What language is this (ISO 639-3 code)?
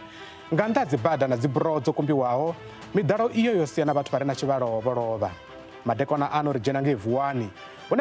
ven